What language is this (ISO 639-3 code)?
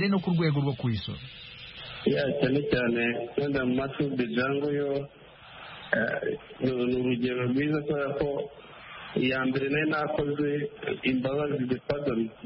kin